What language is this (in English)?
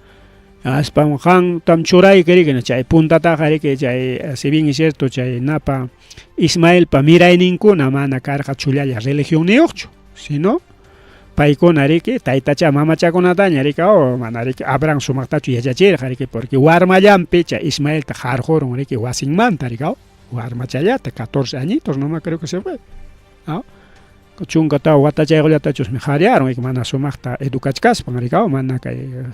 Ayacucho Quechua